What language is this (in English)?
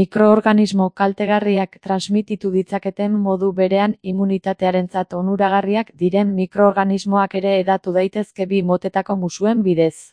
Basque